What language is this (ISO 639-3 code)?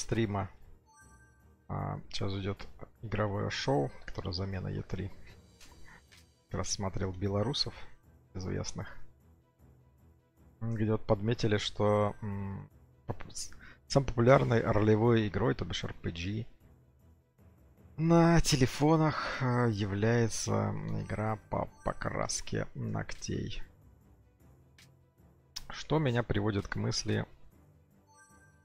rus